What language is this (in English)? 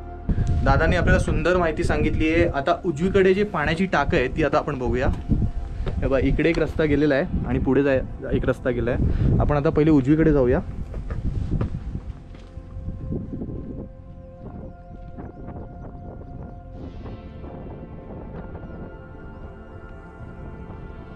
Marathi